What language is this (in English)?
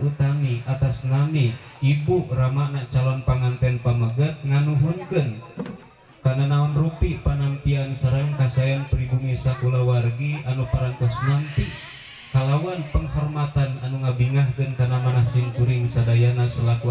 Sundanese